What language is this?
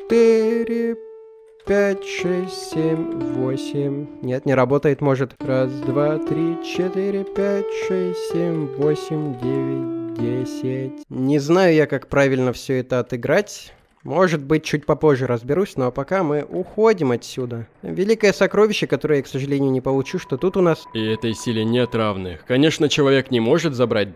Russian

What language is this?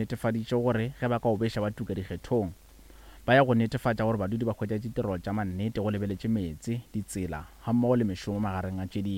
Northern Sotho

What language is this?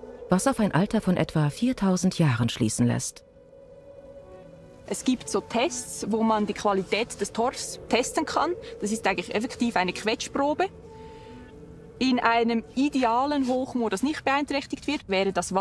German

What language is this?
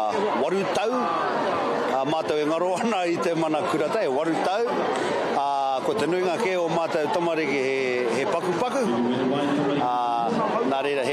Māori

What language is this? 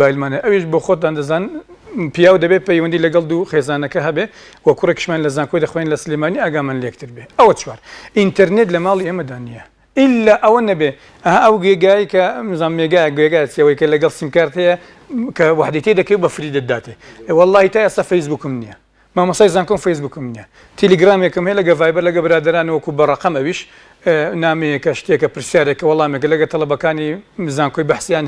Central Kurdish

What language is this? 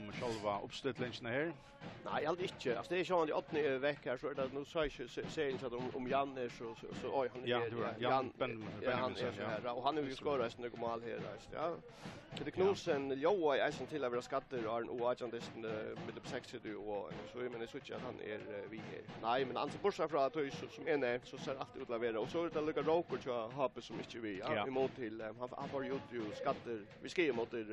Faroese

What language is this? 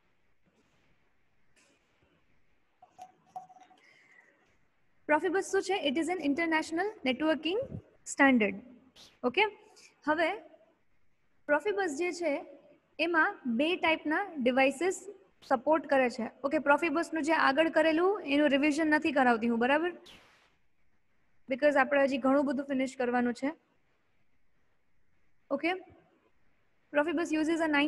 Gujarati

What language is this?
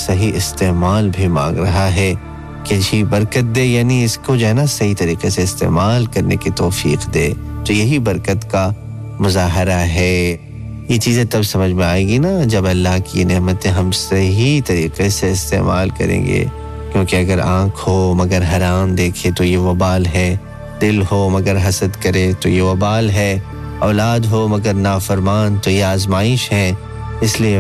Urdu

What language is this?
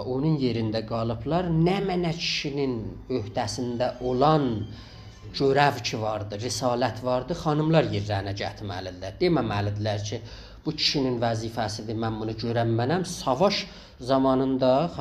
South Azerbaijani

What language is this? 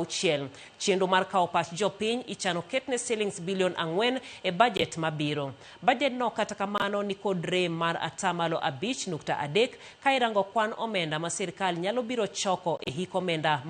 Luo (Kenya and Tanzania)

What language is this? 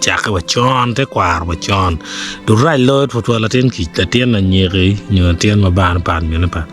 Acoli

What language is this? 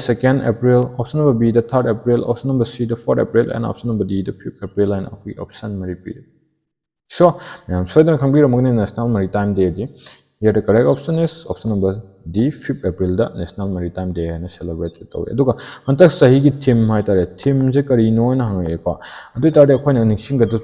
Manipuri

